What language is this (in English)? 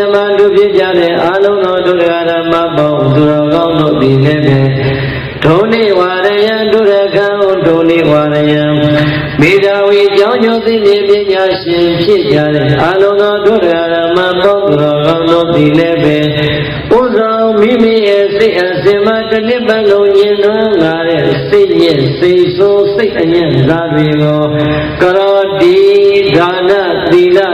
Burmese